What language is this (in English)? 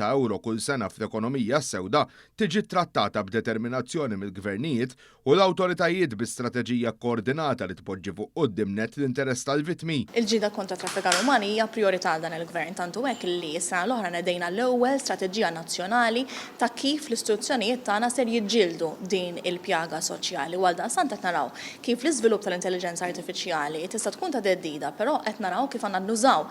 Maltese